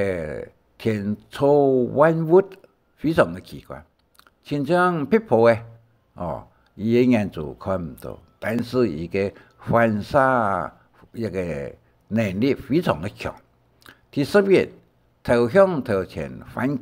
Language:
Hakka Chinese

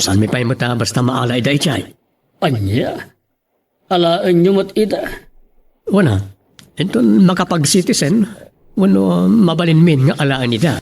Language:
Iloko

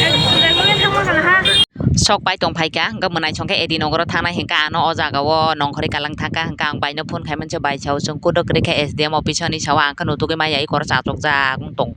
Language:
Kok Borok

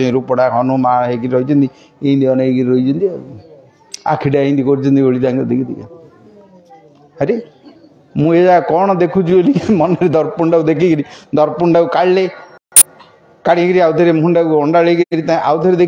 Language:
Odia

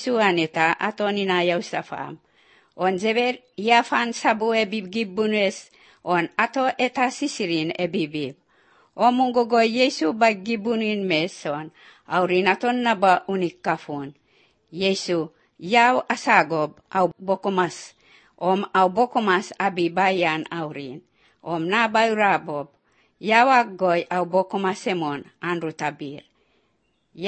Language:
Basque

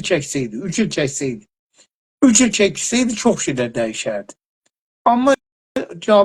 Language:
South Azerbaijani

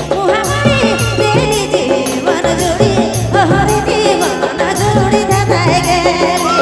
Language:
Sadri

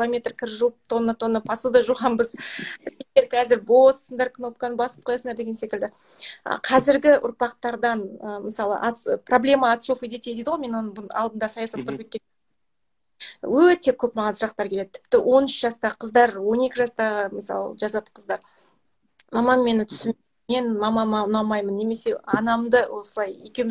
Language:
Kazakh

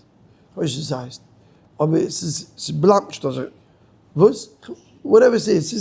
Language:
Yiddish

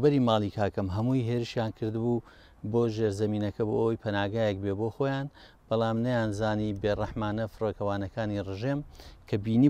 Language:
Central Kurdish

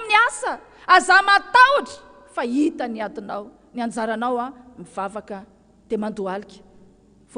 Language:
Malagasy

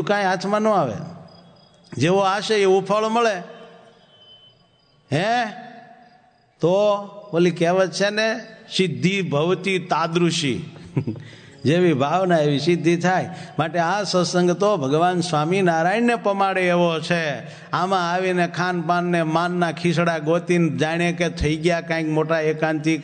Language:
Gujarati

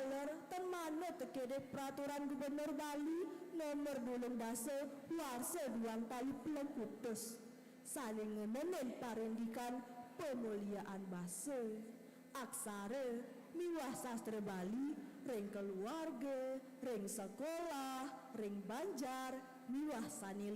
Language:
Balinese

